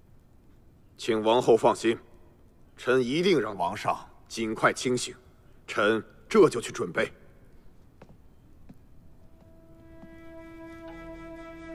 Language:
Chinese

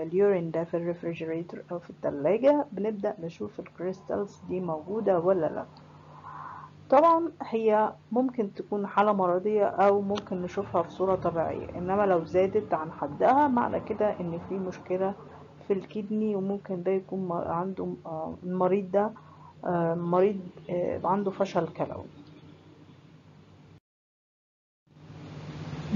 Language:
Egyptian Arabic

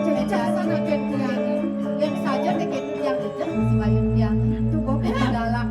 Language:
Balinese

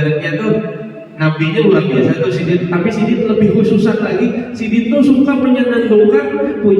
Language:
Banjar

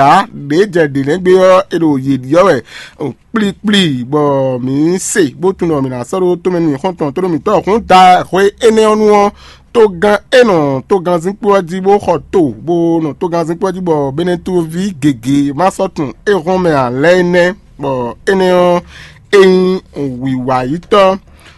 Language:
Fon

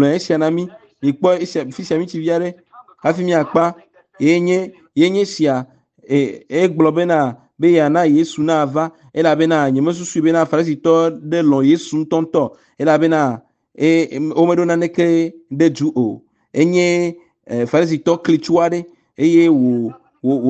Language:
Ewe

